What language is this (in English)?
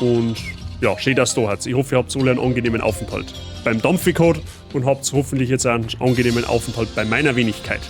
Bavarian